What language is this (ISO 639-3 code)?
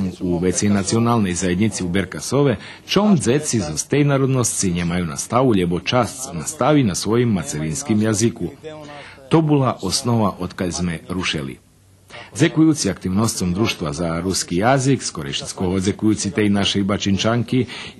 rue